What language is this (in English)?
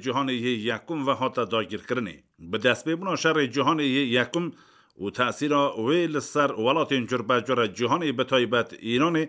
Kurdish